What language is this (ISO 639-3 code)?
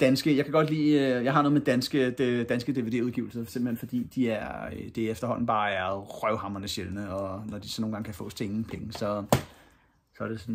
dan